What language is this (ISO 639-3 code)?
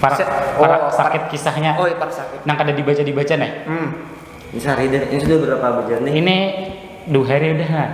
bjn